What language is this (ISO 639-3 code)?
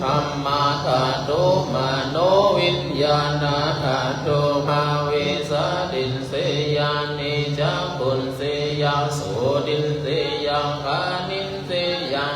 pli